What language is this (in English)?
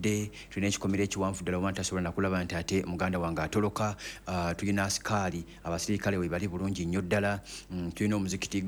Ganda